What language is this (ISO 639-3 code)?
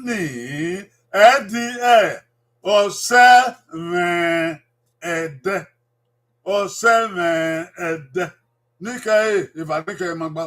bin